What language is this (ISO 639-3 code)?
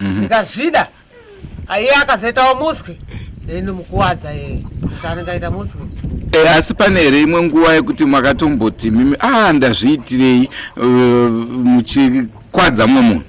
sna